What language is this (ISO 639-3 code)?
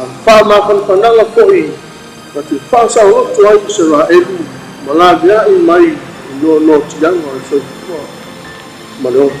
smo